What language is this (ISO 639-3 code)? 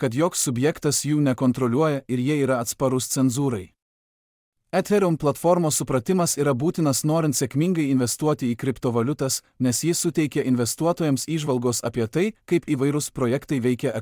lit